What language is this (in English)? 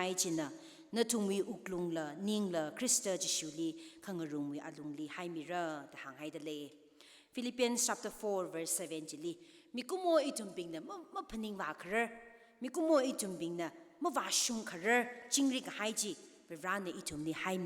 Tangkhul Naga (India)